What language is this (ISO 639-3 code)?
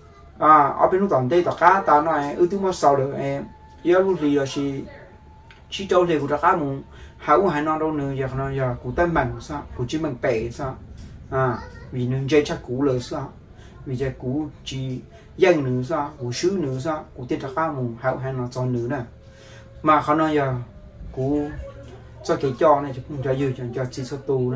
vie